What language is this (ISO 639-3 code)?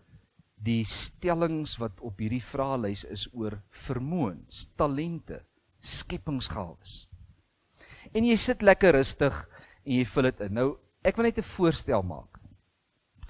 afr